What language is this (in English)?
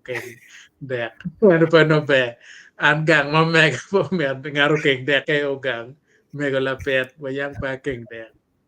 Acoli